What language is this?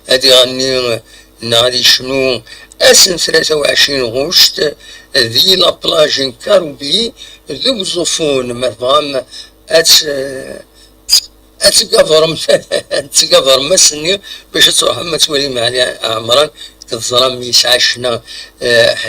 Kabyle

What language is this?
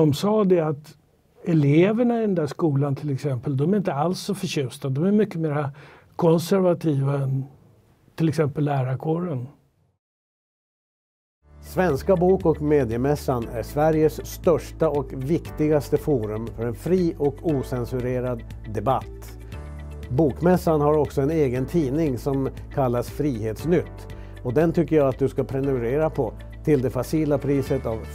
Swedish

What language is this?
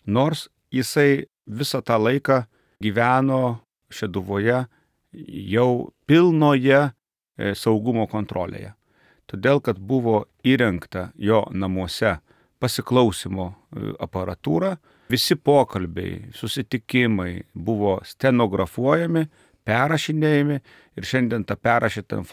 Lithuanian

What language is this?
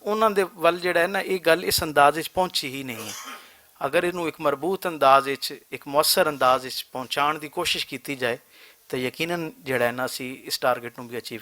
Western Panjabi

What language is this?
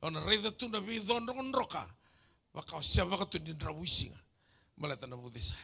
Fijian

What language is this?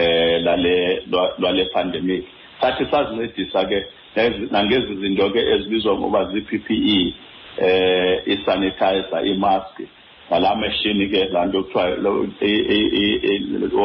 Xhosa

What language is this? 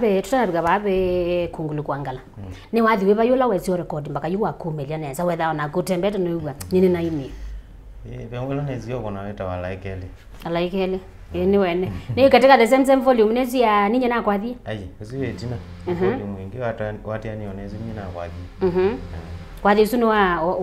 Kamba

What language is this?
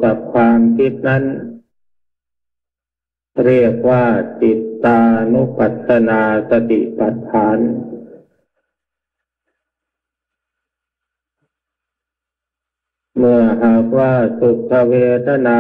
Thai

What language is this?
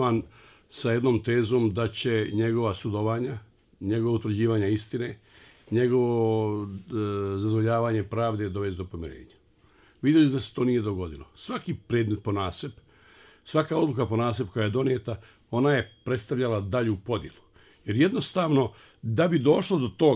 Bosnian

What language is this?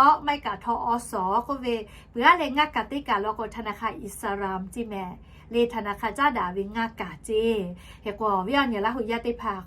Lahu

